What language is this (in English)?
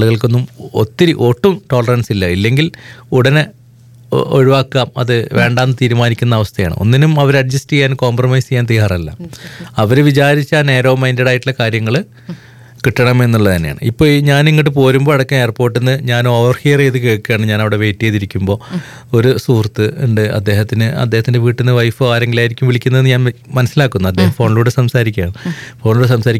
Malayalam